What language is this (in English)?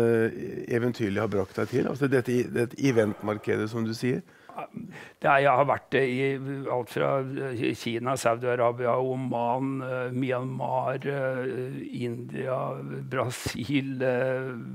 Norwegian